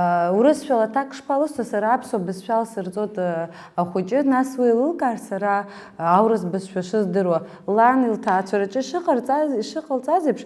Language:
Abkhazian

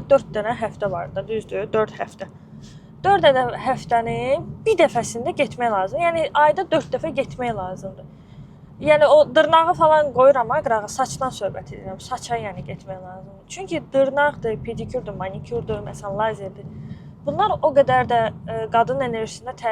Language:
Azerbaijani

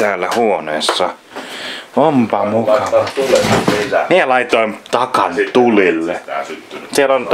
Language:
Finnish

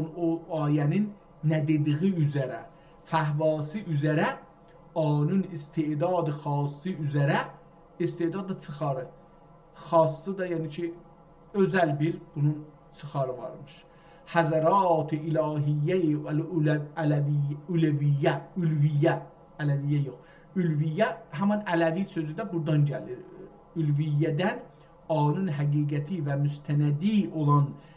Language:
South Azerbaijani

